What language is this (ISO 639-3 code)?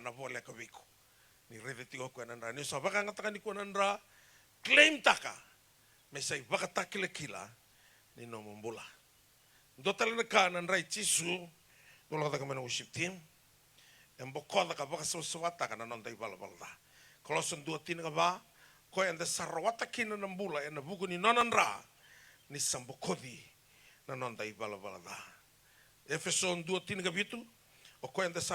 fij